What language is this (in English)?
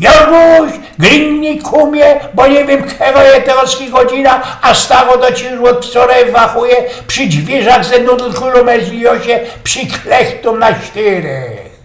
Silesian